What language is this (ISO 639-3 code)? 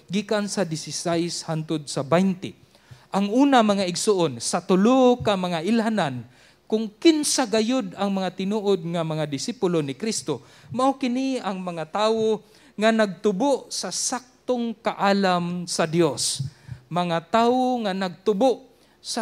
ceb